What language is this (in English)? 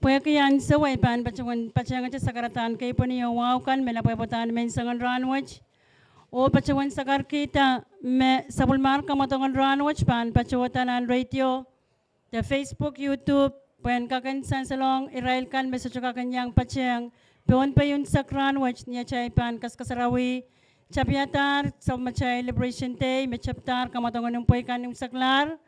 Pohnpeian